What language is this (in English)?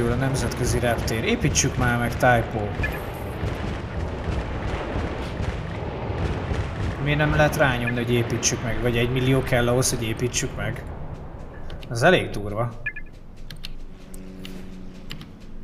Hungarian